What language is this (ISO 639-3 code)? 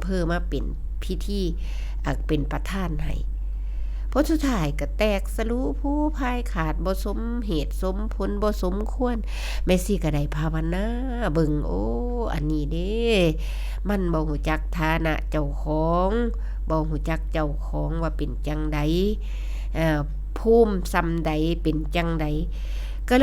tts